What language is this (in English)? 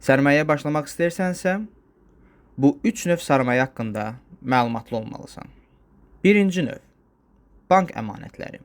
Azerbaijani